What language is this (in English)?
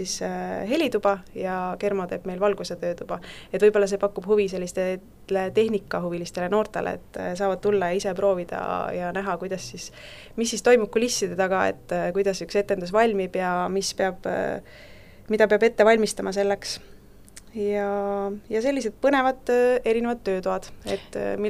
Estonian